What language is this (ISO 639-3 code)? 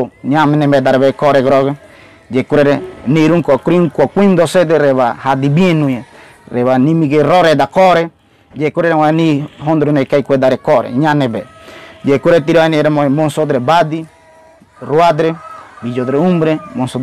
gym